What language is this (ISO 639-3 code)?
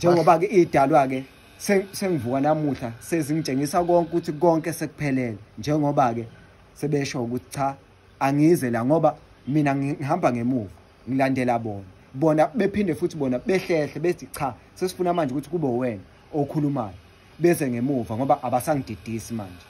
zul